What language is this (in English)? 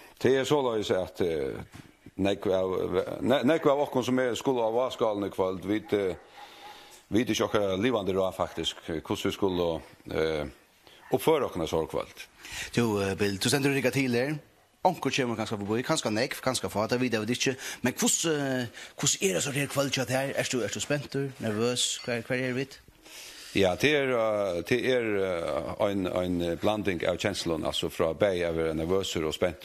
Faroese